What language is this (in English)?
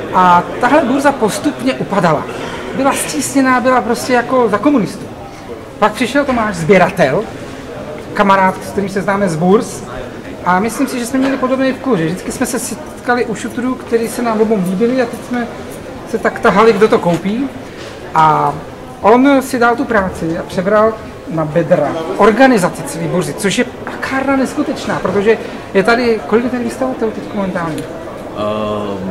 Czech